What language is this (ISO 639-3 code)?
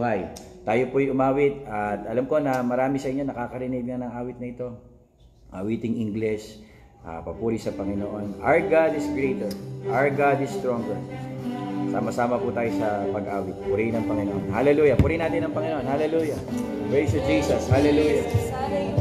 fil